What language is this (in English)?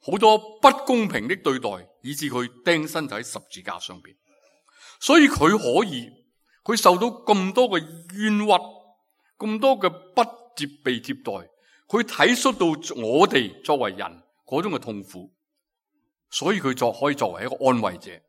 Cantonese